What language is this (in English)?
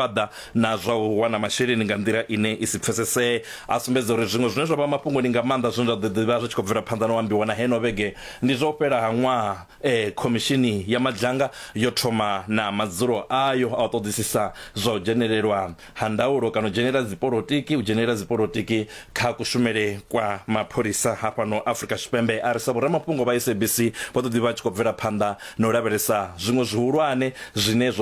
Venda